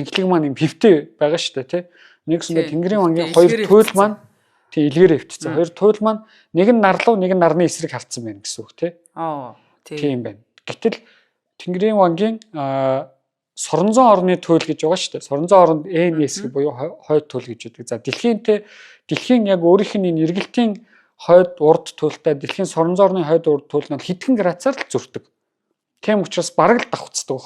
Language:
Mongolian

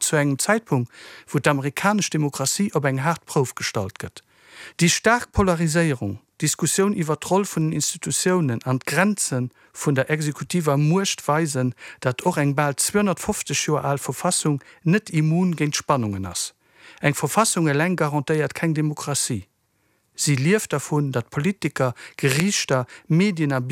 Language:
Luxembourgish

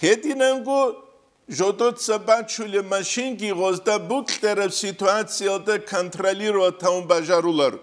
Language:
Avaric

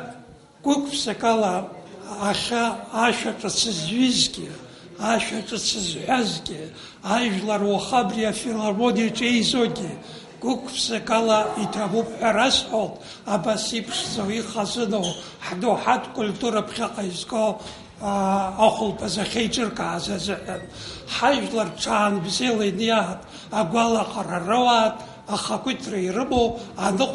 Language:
Abkhazian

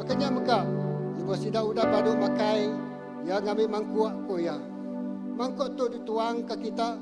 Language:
Iban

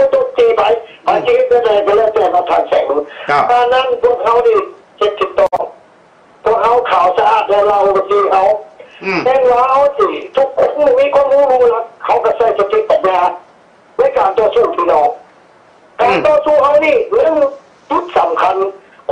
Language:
Thai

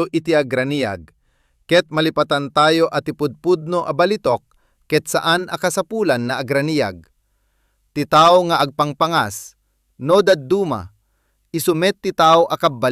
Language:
Iloko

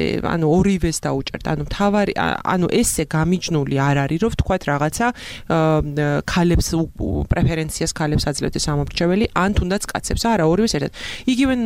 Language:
Georgian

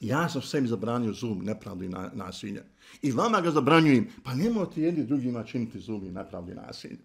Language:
Bosnian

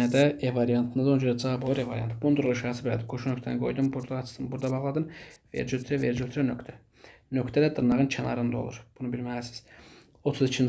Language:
Azerbaijani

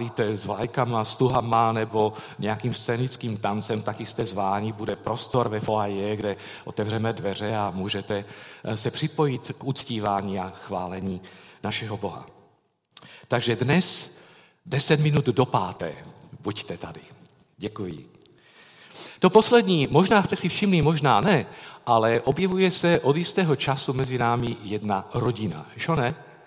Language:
Czech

